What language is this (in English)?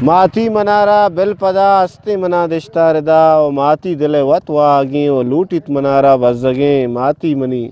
Eastern Balochi